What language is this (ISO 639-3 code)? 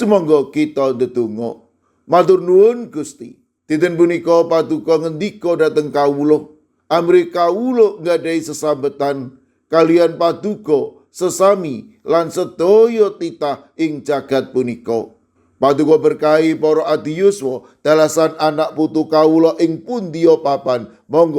jav